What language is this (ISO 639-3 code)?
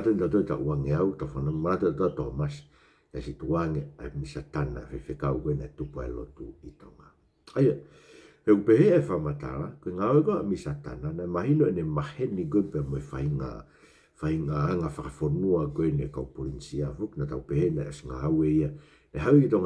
ton